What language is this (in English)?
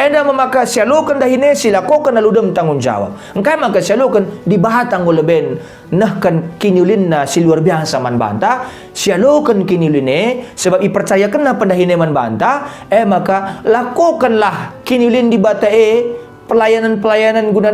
Batak Karo